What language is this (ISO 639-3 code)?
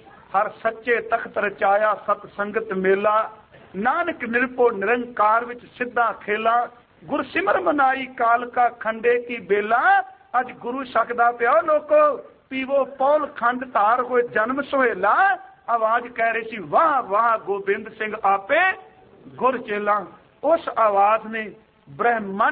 pan